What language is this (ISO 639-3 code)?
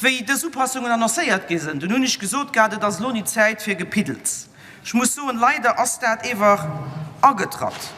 ltz